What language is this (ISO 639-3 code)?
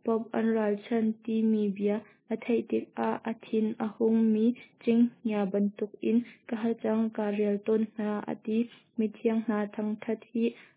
cnh